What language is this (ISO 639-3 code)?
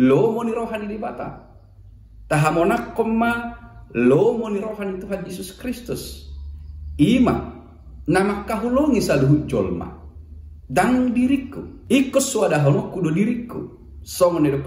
bbc